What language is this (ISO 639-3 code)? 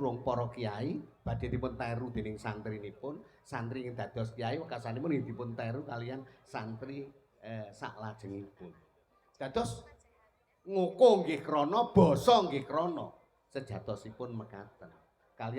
jav